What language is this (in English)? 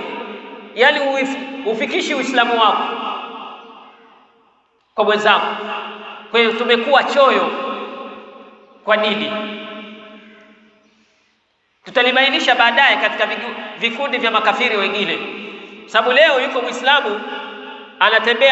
Swahili